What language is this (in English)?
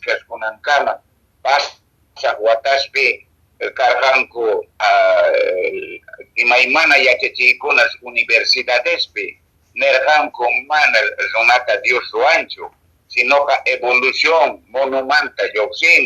Quechua